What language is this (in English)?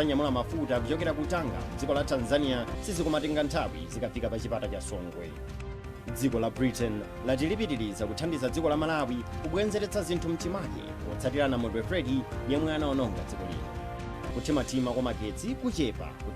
Nyanja